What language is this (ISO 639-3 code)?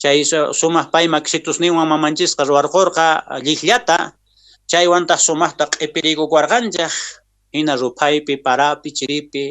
que